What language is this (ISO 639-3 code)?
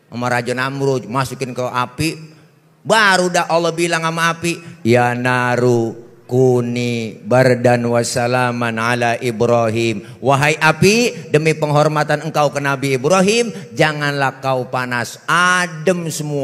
bew